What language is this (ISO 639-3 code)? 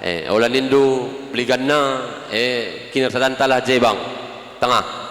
btx